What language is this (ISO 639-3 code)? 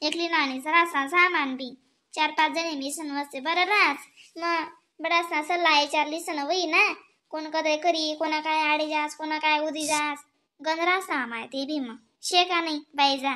khn